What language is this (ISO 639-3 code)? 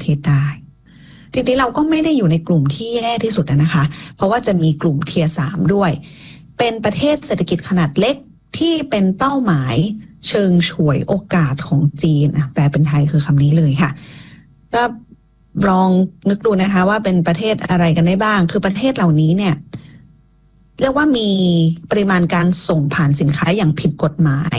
tha